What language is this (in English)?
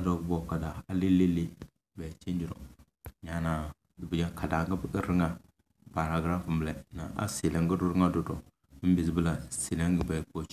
Tem